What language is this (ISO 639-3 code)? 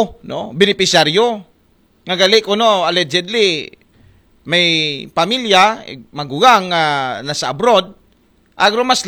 akl